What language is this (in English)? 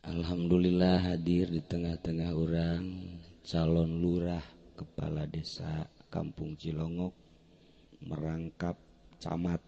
Sundanese